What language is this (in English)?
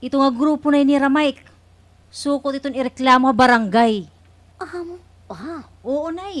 Waray